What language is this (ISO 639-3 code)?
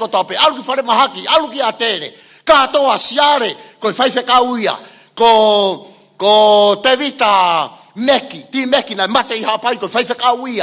ton